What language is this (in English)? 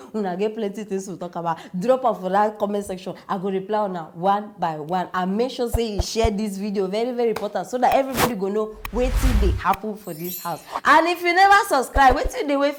Nigerian Pidgin